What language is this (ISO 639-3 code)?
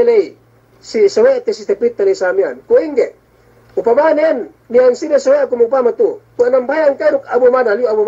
yka